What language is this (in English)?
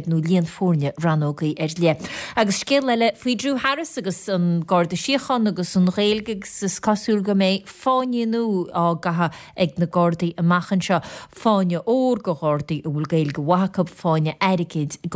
Irish